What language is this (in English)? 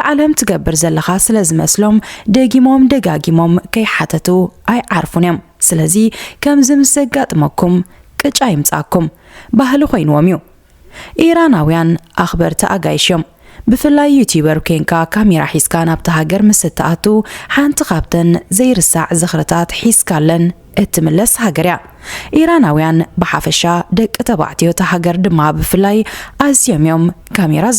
Tigrinya